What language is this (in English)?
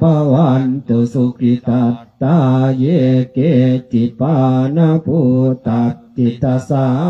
Pali